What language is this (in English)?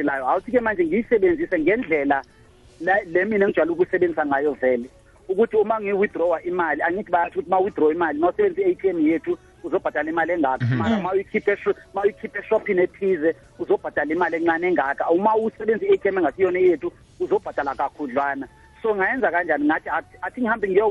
South Ndebele